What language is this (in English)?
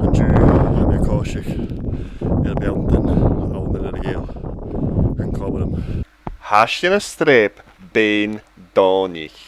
Scottish Gaelic